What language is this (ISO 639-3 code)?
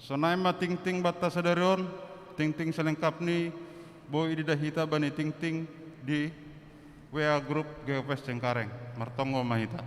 bts